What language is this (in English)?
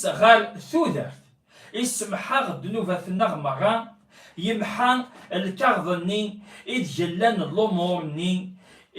Kabyle